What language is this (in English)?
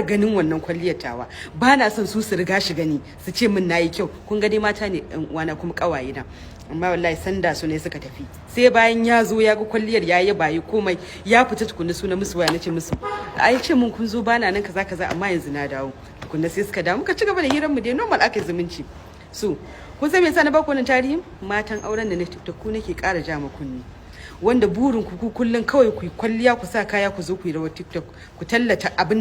Hausa